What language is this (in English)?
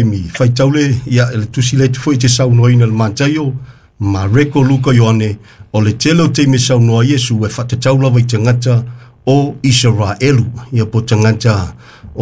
Samoan